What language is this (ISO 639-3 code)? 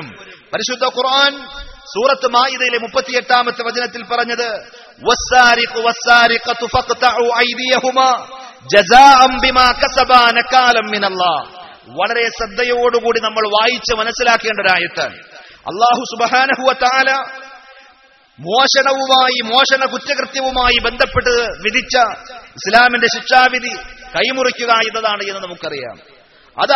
mal